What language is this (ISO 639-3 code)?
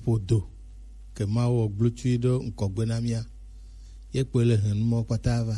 gej